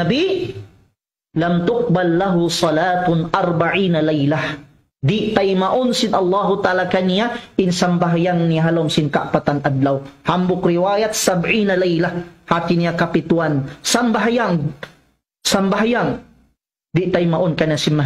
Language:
Tausug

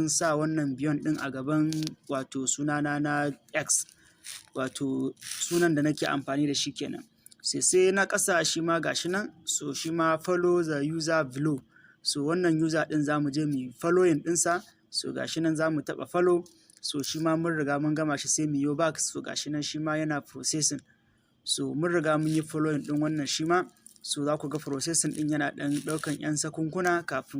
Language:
Hausa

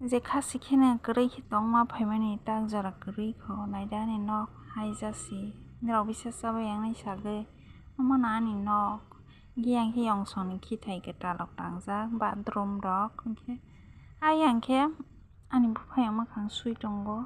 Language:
Kok Borok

